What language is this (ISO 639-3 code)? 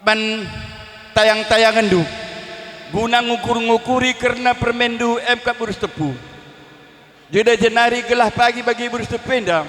btx